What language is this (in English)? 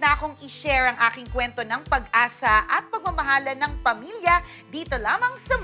Filipino